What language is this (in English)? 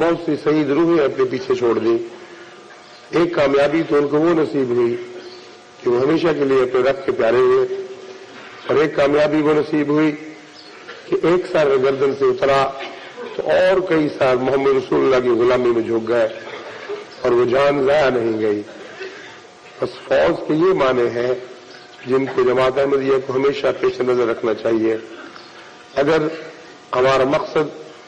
Urdu